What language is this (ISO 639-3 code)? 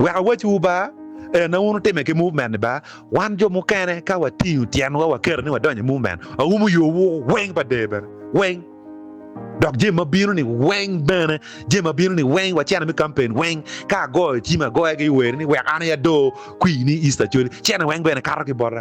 ach